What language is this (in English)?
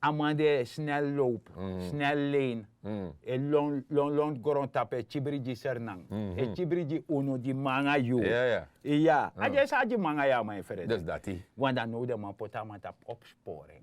Sranan Tongo